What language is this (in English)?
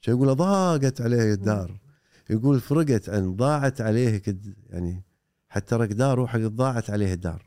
Gulf Arabic